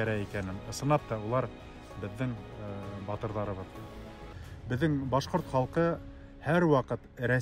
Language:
Bashkir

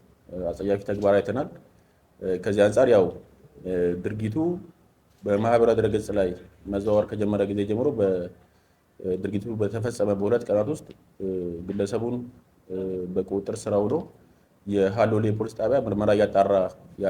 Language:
Amharic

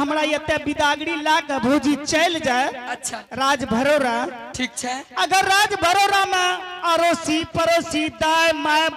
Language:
Angika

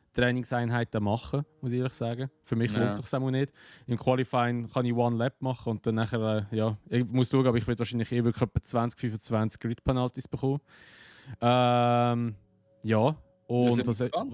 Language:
Swiss German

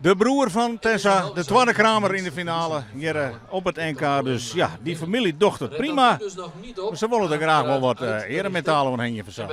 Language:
Western Frisian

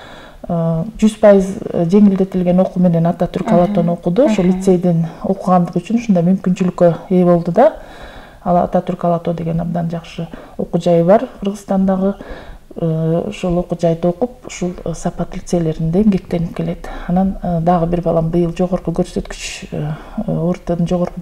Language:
Kyrgyz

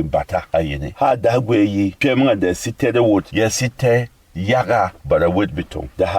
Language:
Berom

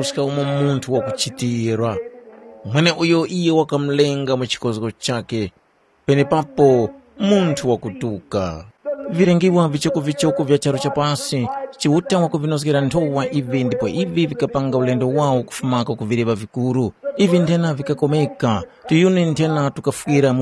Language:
Tumbuka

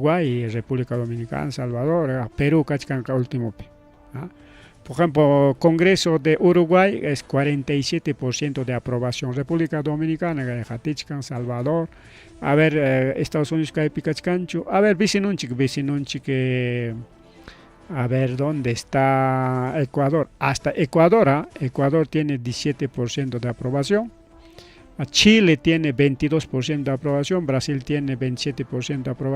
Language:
Ayacucho Quechua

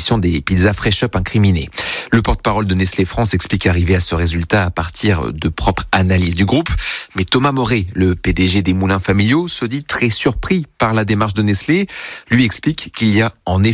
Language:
French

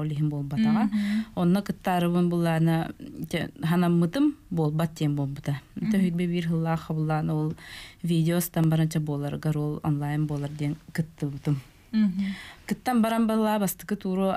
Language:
Yakut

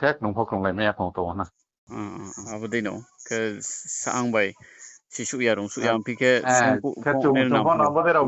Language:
Riang (India)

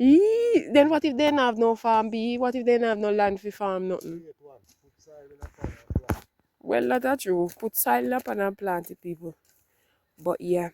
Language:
Jamaican Creole English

